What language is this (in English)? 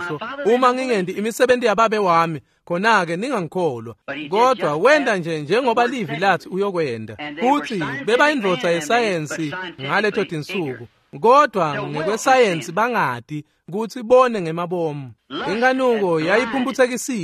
Swati